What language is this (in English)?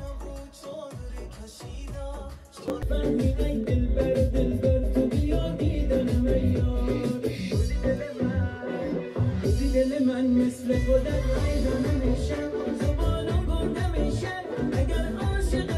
Persian